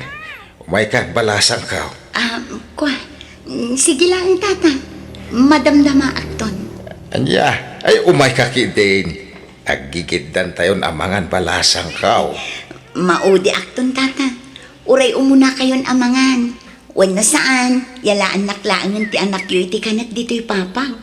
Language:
Iloko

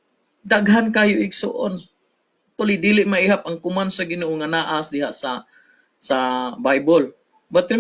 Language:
Cebuano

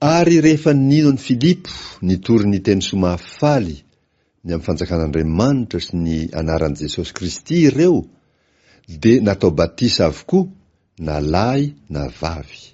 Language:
Malagasy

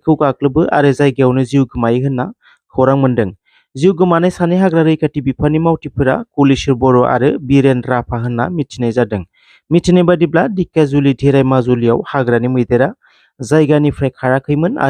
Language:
Bodo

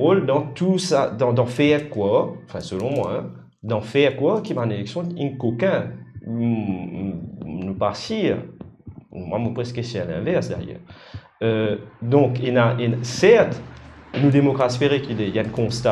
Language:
Morisyen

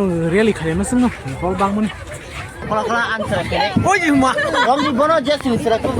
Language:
Kok Borok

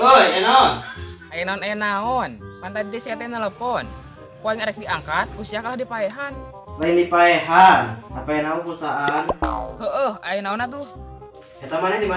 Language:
Sundanese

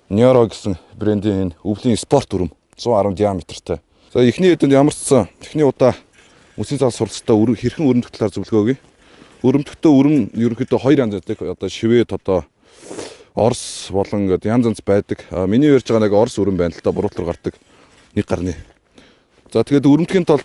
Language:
Mongolian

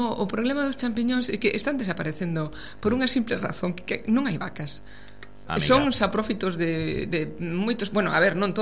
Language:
Galician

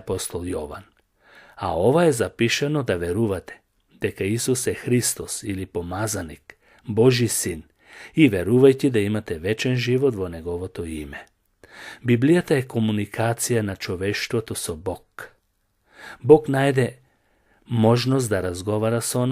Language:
Macedonian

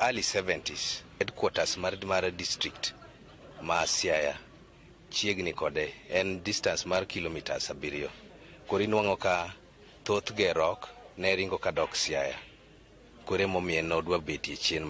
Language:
Luo (Kenya and Tanzania)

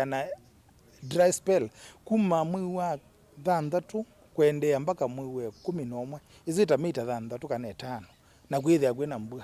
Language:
Kamba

